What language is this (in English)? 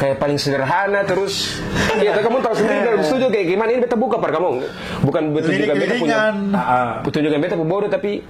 Ambonese Malay